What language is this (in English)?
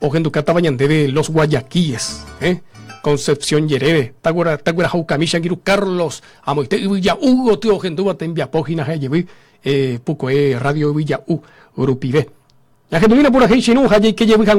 Guarani